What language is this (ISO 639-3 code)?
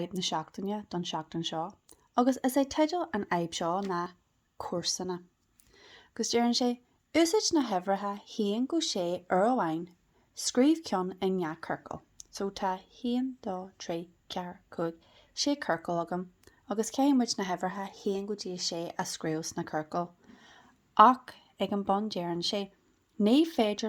gle